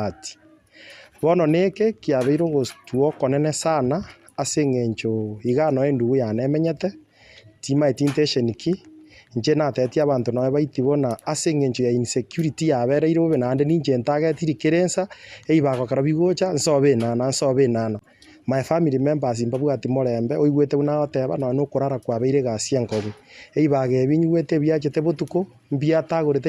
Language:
Gusii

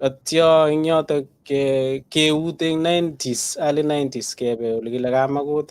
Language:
Kalenjin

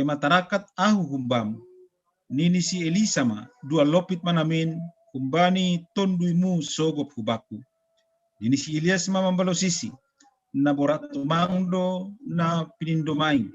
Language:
Batak Simalungun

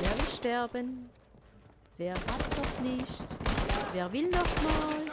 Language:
Swiss German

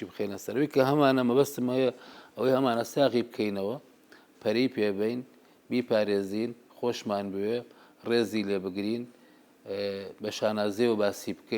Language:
Central Kurdish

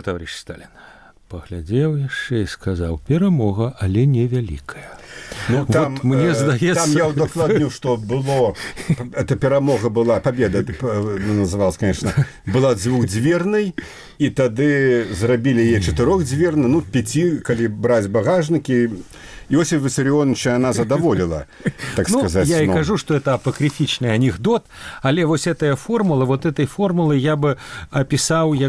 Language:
Belarusian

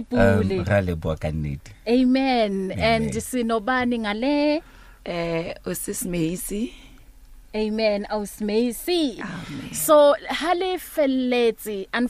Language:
Southern Sotho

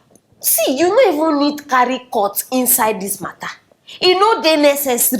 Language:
Nigerian Pidgin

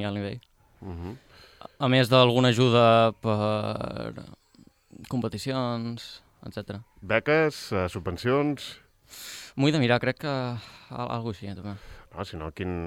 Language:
Catalan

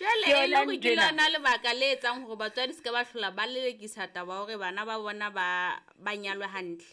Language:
Southern Sotho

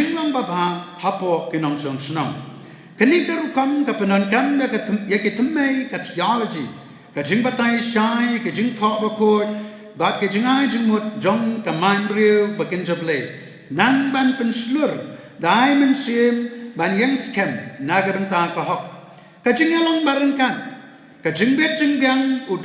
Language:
Khasi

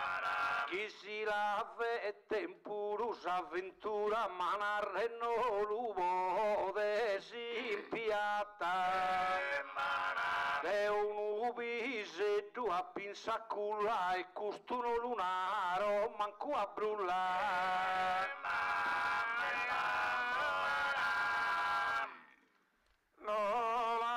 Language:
Sardinian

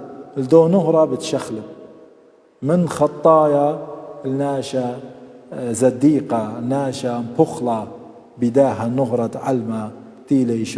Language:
Assyrian Neo-Aramaic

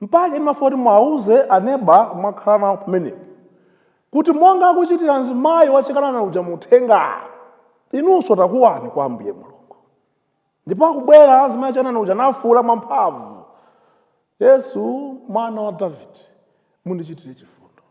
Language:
Nyanja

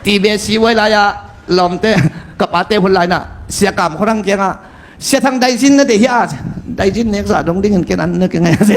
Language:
Tedim Chin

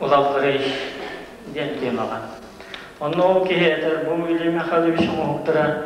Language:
Yakut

